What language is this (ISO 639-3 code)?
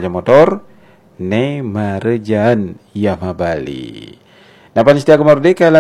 ban